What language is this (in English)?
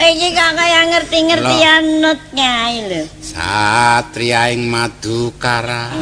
Javanese